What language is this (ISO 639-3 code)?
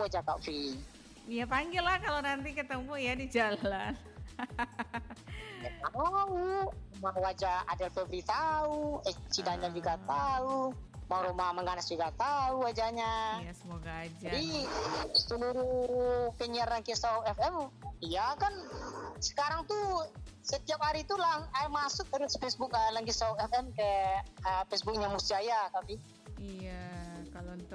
ind